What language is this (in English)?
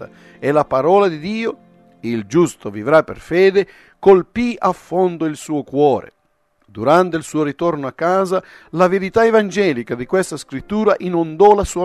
Italian